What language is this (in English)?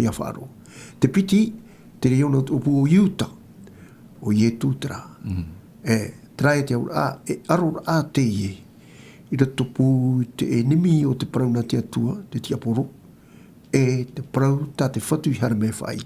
Tahitian